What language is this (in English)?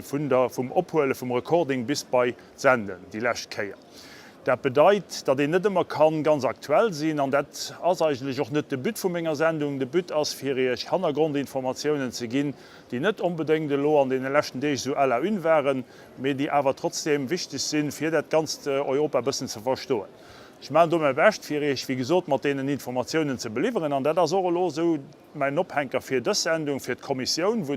Luxembourgish